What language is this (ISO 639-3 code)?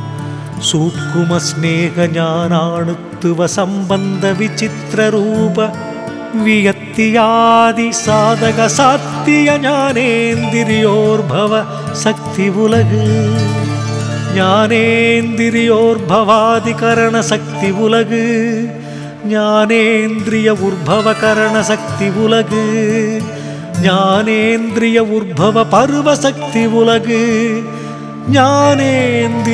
tam